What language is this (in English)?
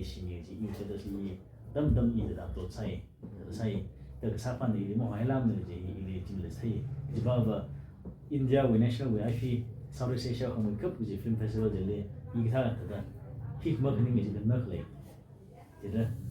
Tangkhul Naga (India)